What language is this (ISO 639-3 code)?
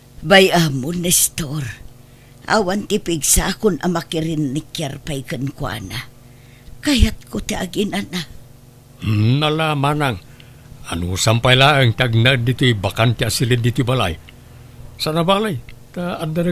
ilo